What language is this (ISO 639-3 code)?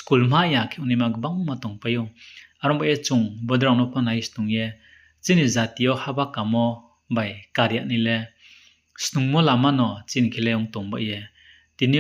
ria